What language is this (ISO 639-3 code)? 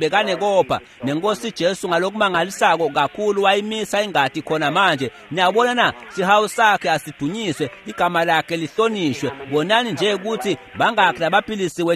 ssw